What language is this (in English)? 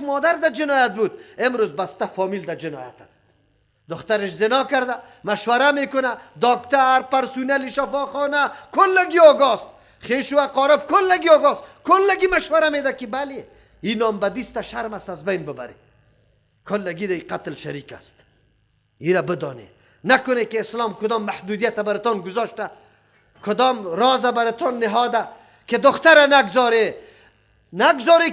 Persian